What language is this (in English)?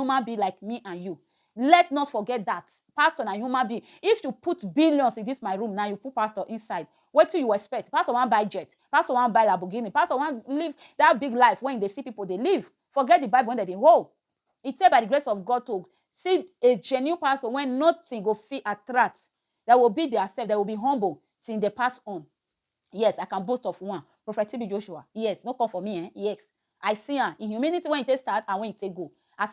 Nigerian Pidgin